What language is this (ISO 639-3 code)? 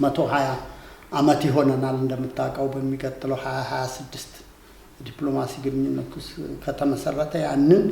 amh